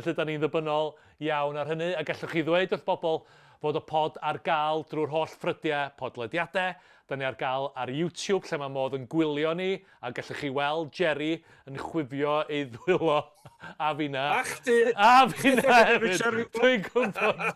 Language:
Welsh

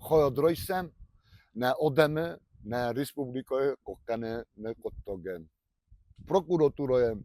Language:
Ossetic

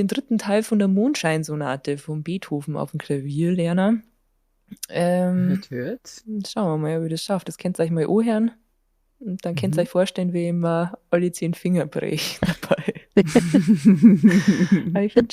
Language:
Bavarian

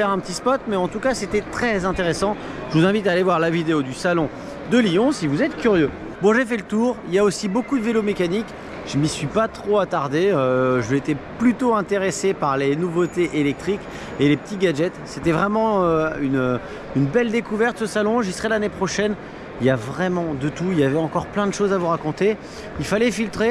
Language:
French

